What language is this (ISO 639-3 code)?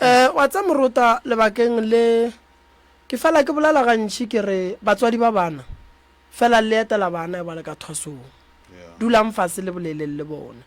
nso